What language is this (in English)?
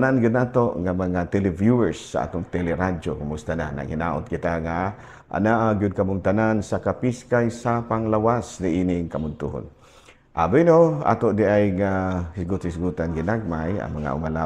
Cebuano